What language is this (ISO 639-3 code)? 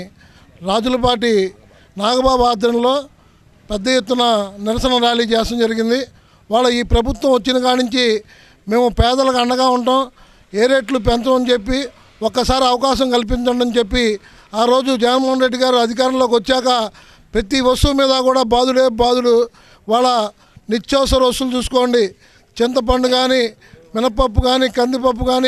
tel